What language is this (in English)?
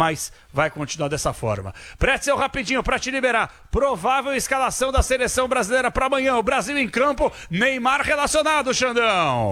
Portuguese